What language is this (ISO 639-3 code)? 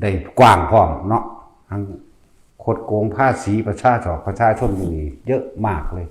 lao